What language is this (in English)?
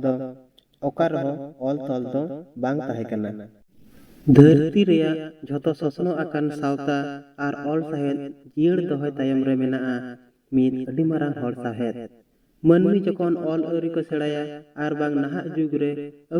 Santali